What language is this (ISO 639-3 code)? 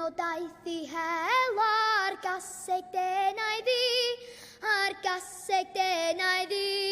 cym